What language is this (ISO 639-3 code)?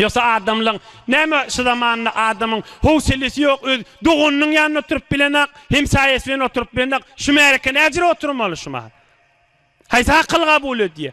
tuk